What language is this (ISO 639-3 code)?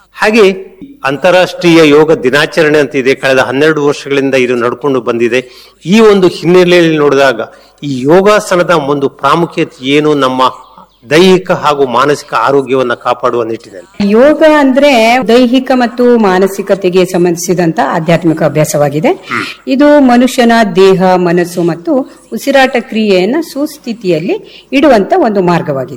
kan